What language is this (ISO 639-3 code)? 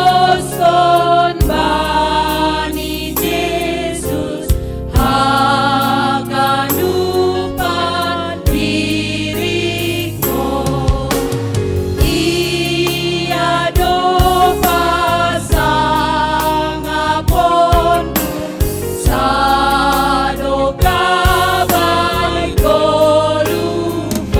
bts